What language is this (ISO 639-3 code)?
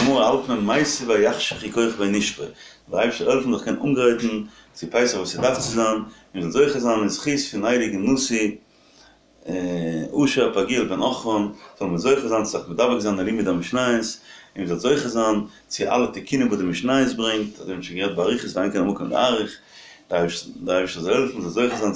yid